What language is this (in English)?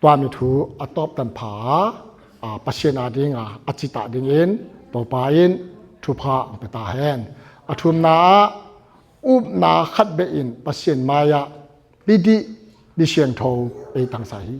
Tedim Chin